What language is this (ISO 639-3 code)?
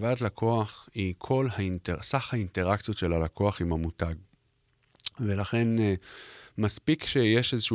heb